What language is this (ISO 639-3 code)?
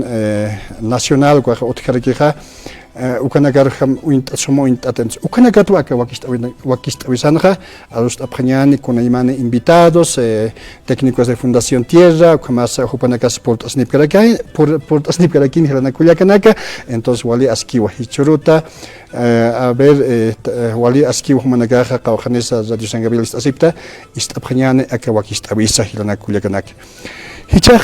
aym